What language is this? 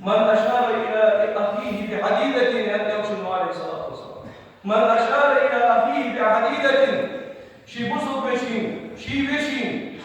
Ingush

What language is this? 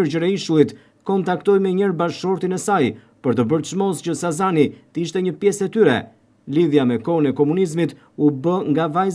Albanian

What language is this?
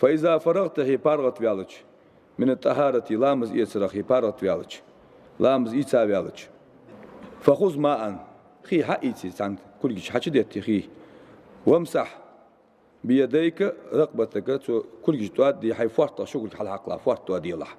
Ingush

